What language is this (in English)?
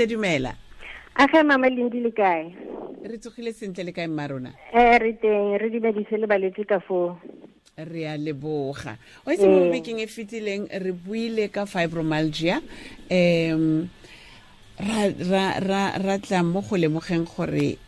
Tswana